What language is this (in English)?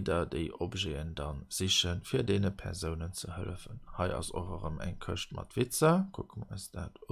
Luxembourgish